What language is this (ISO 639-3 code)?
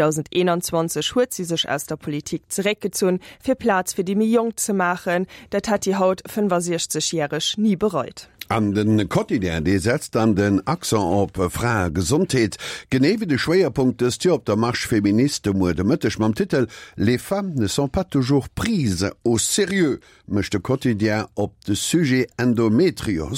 ltz